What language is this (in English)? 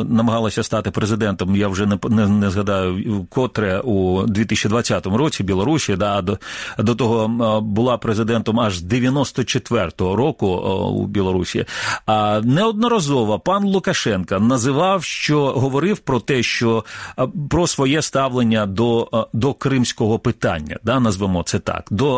Ukrainian